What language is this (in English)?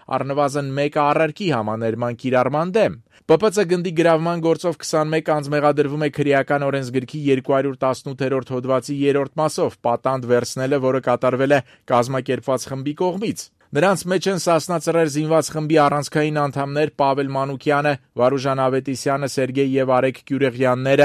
Armenian